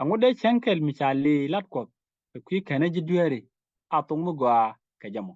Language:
Nuer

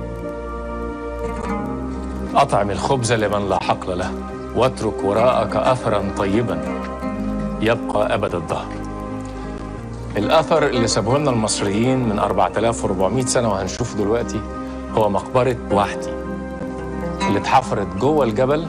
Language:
Egyptian Arabic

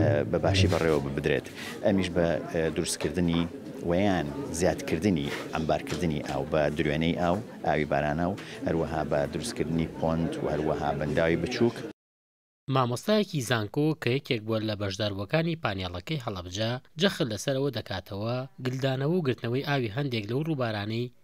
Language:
Central Kurdish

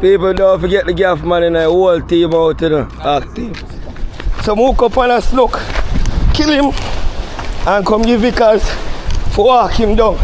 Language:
Jamaican Creole English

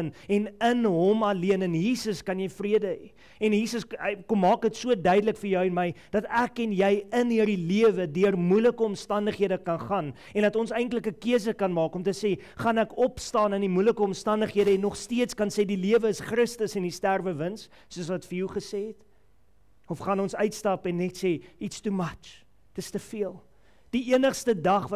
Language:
Afrikaans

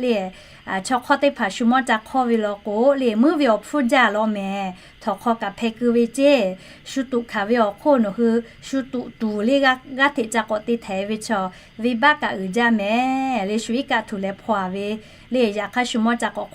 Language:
Lahu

